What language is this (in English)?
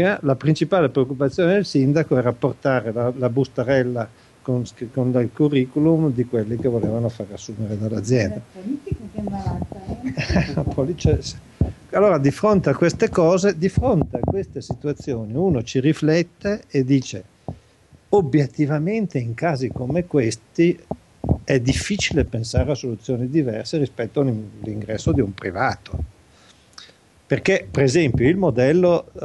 Italian